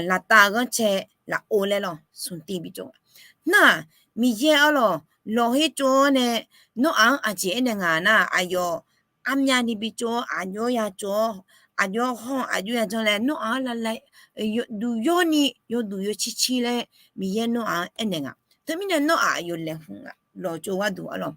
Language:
Akha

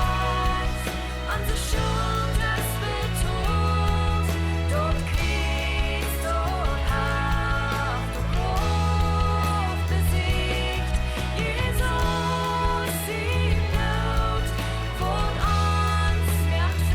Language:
Plautdietsch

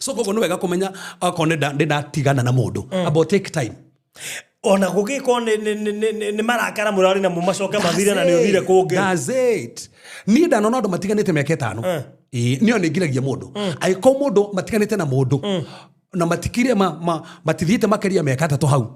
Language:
Kikuyu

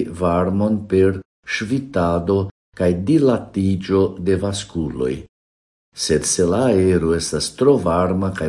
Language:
Esperanto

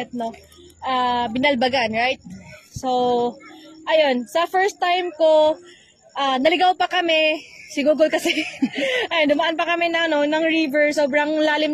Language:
Hiligaynon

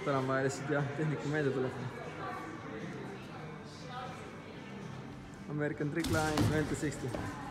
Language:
Estonian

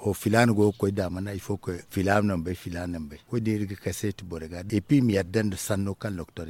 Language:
Zarma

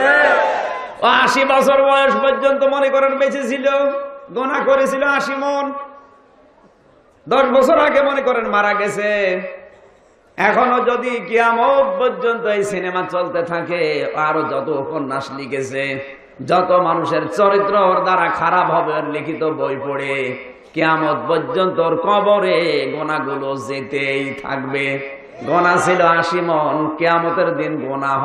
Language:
Bangla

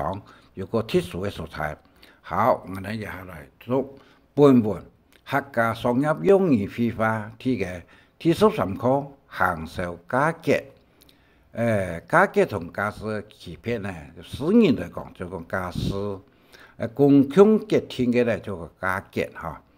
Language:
Hakka Chinese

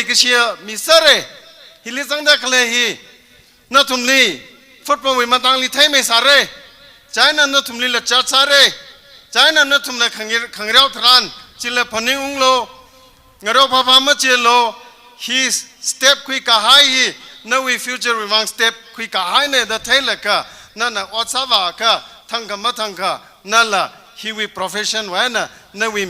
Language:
Tangkhul Naga (India)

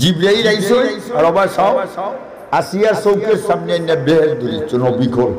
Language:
Sylheti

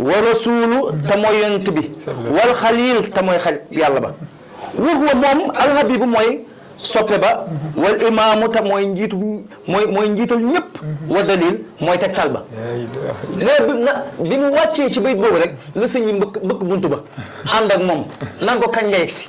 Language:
Wolof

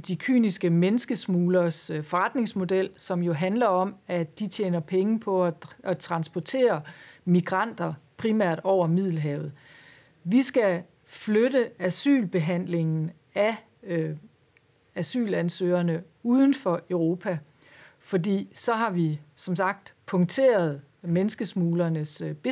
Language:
Danish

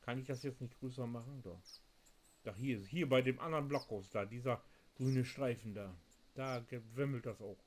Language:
Low German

